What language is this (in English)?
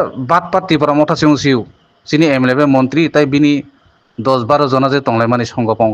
Kok Borok